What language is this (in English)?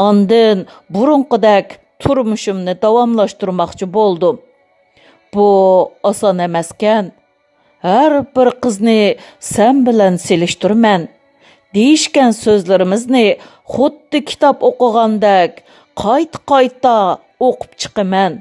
Uyghur